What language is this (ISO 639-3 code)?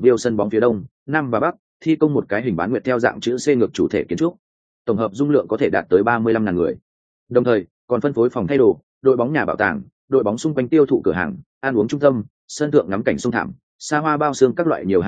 vie